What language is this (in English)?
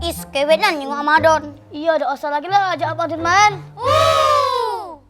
Musi